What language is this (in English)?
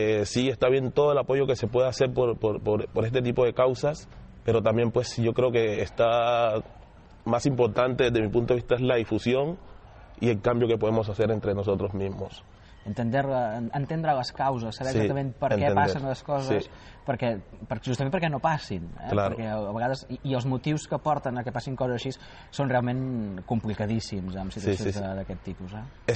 Catalan